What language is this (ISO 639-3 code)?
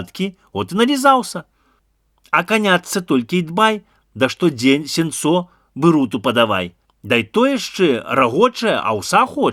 bel